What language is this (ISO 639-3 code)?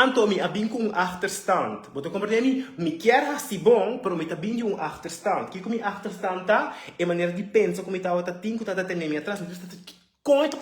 pap